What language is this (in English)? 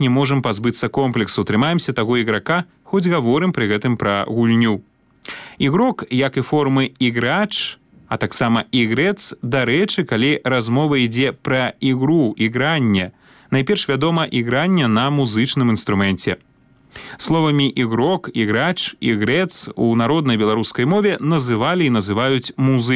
Belarusian